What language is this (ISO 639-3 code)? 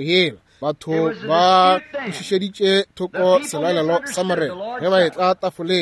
nso